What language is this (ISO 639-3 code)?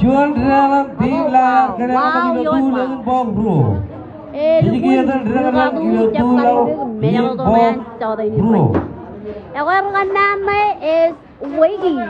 mah